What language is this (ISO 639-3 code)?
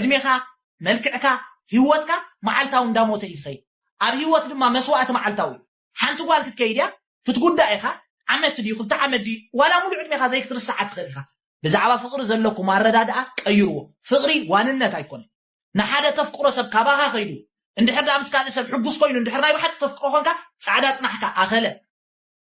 tir